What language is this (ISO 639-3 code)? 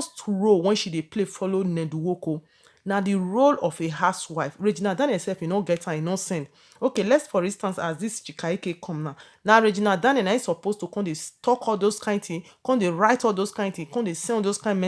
pcm